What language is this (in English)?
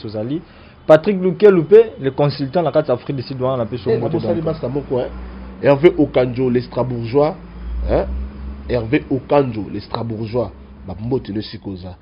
Lingala